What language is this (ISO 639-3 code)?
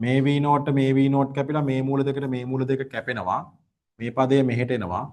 sin